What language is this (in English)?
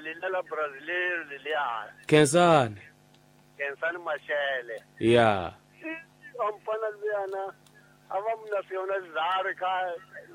Tsonga